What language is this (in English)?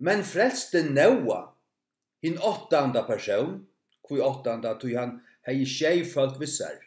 Faroese